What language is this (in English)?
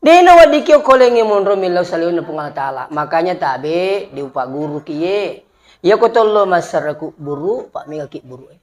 Buginese